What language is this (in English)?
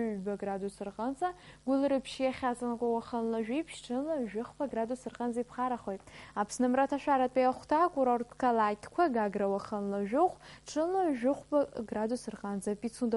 Abkhazian